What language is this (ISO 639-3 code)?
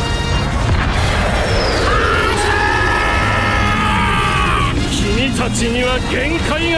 jpn